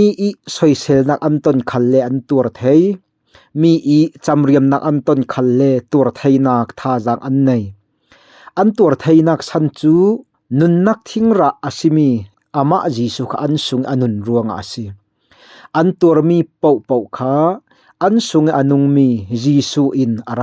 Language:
Falam Chin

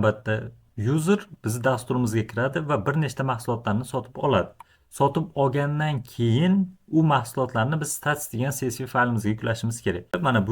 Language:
Uzbek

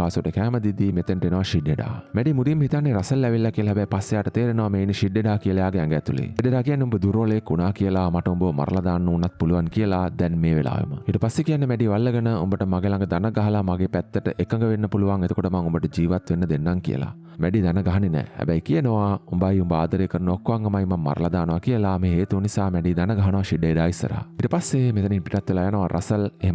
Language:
Sinhala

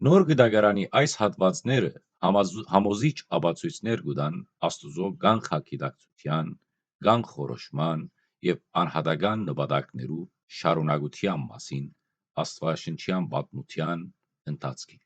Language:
Western Armenian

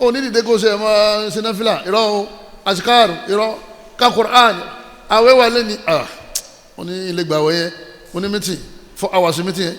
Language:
Yoruba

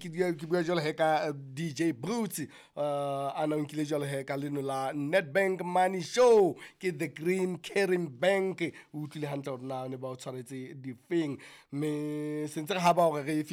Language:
Southern Sotho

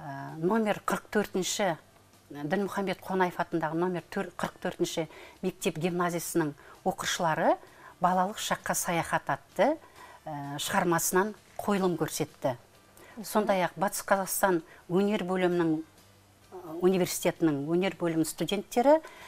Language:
Kazakh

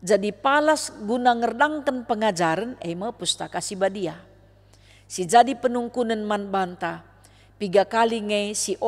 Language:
Batak Karo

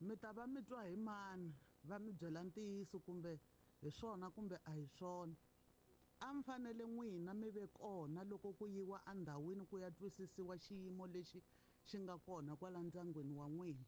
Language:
Tsonga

